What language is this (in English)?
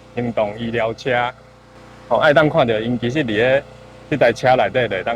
Min Nan Chinese